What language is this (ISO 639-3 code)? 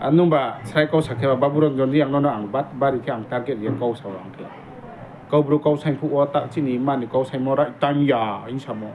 ria